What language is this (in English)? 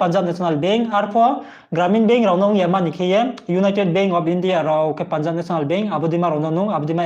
Riang (India)